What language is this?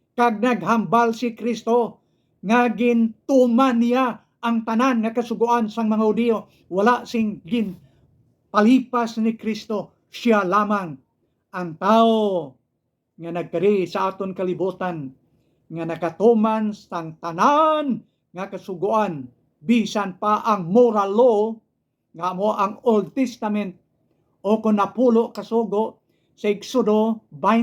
Hiligaynon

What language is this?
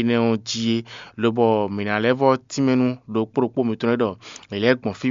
Fon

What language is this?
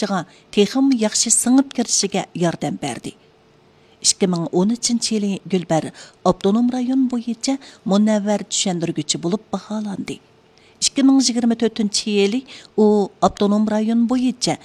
Uyghur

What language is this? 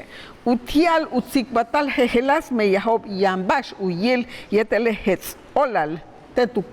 Yucateco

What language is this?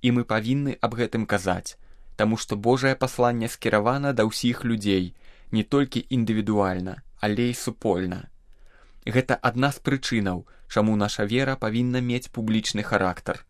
Belarusian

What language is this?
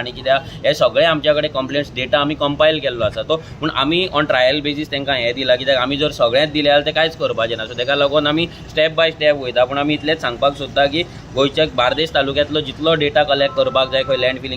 Konkani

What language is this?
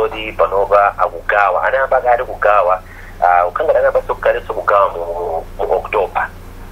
Nyanja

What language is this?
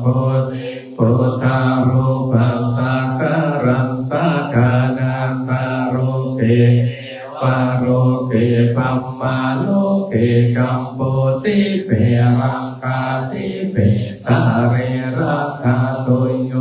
Pali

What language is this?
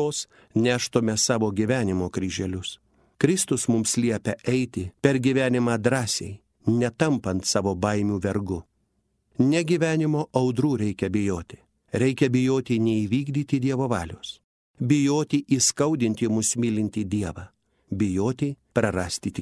Lithuanian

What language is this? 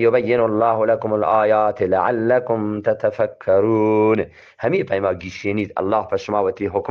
Eastern Balochi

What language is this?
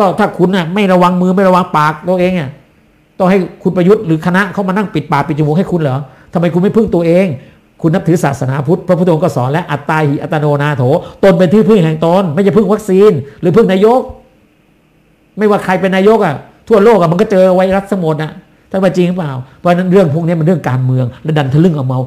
Thai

